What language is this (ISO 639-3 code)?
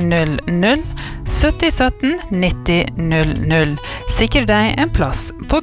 nor